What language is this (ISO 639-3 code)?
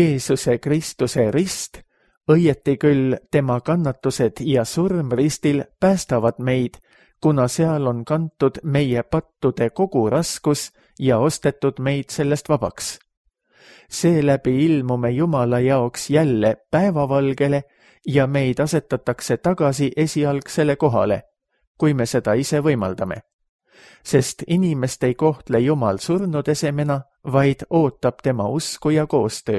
est